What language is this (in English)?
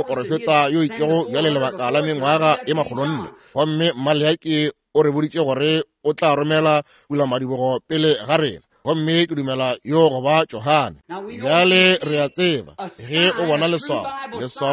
Northern Sotho